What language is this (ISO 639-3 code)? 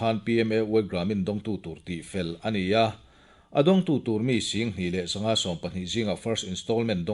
lus